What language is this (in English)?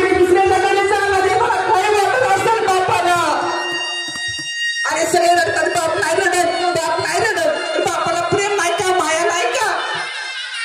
Marathi